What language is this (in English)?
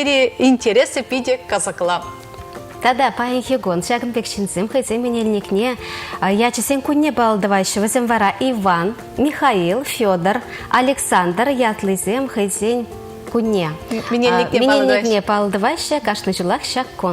Chuvash